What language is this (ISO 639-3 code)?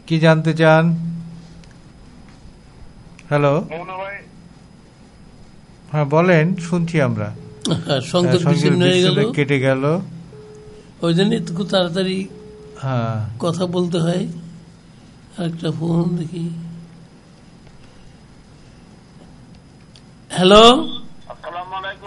ben